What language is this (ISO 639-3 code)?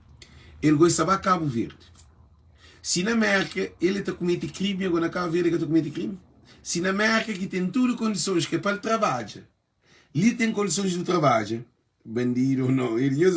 kea